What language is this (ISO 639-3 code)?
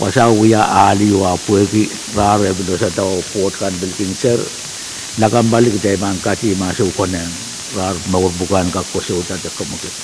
pon